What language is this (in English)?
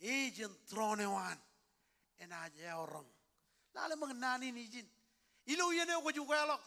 Marshallese